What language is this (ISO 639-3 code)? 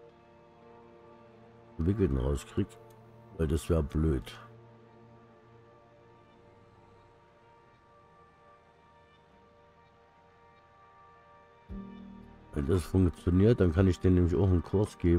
deu